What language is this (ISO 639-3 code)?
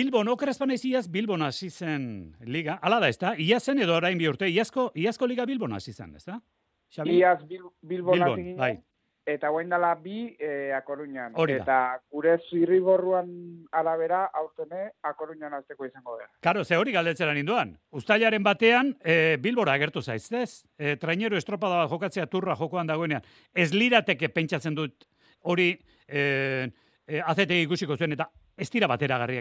eus